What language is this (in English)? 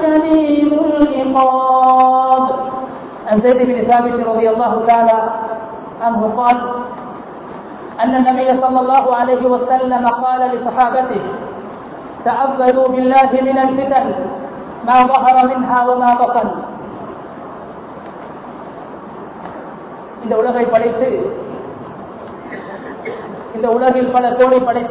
Tamil